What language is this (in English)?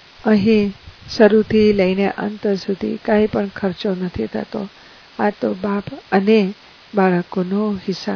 Gujarati